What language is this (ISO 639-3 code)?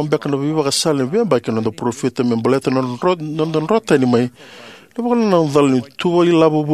fij